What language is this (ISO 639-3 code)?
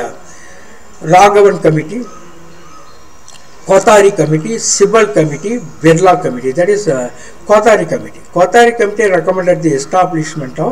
tam